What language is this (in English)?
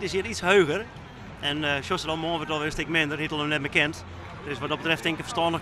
Western Frisian